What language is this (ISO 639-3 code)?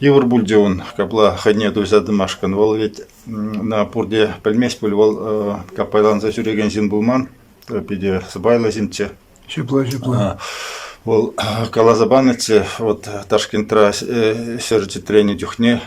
chv